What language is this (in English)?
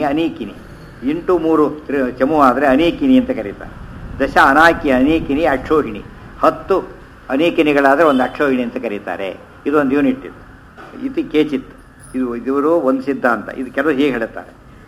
Kannada